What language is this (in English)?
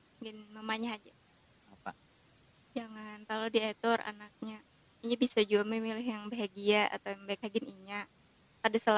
Banjar